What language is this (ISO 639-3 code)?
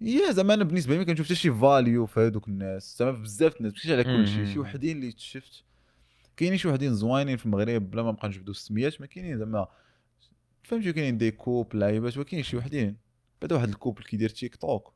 ary